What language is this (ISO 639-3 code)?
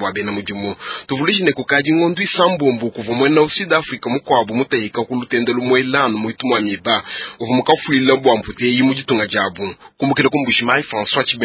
lua